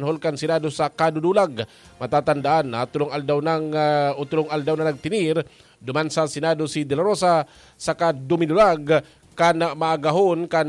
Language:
Bikol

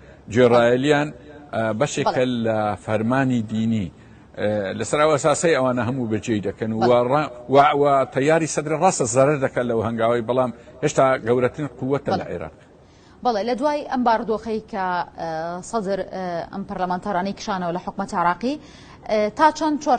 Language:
Central Kurdish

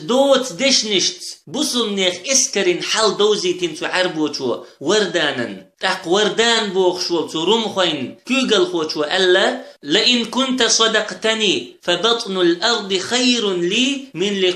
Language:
Chechen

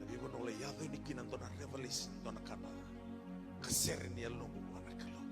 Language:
Fijian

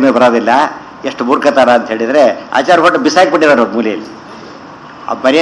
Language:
Kannada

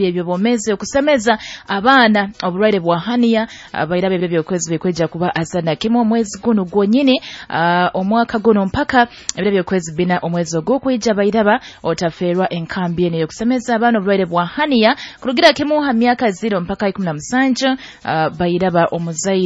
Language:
Nyoro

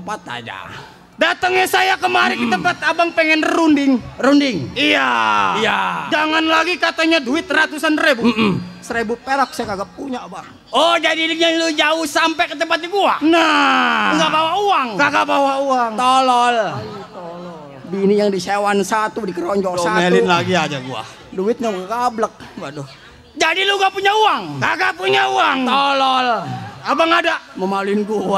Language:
Betawi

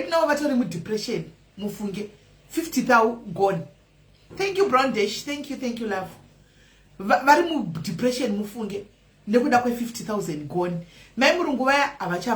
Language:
Shona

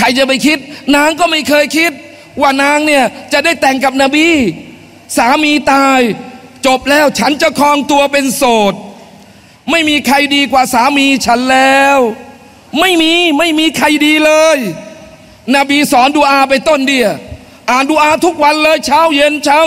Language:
Thai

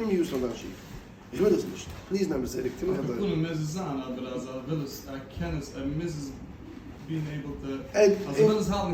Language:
Yiddish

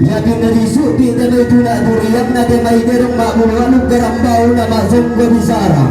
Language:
Toraja-Sa'dan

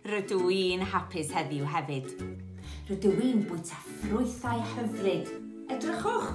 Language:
Welsh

